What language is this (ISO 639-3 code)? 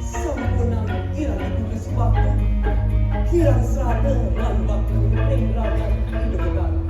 ban